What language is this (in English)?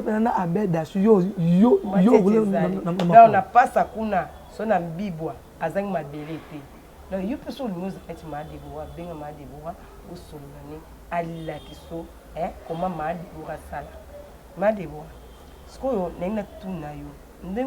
Lingala